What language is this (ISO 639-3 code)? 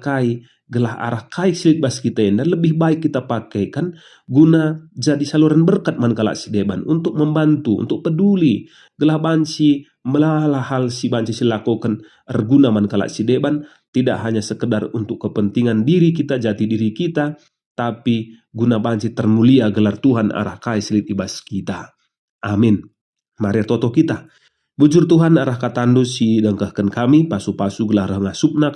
btx